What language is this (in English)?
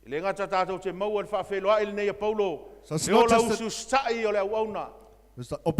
Samoan